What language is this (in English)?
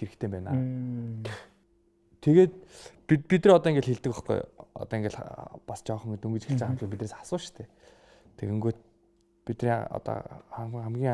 Mongolian